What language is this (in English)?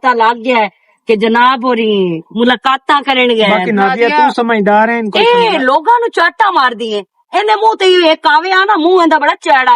Western Panjabi